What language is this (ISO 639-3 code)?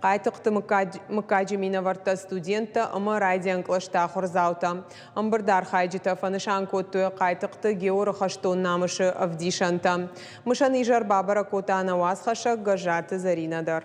oss